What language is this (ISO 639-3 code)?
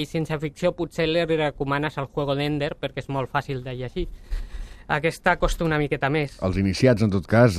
cat